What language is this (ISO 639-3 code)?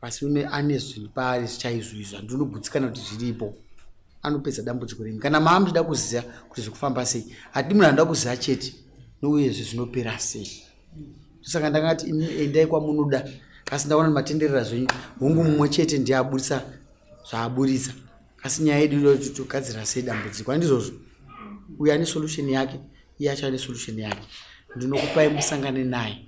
sna